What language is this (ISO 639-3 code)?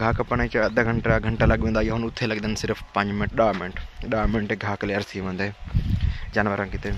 skr